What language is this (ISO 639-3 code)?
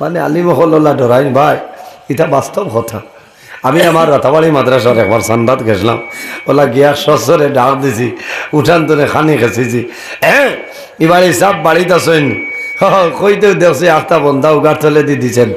syl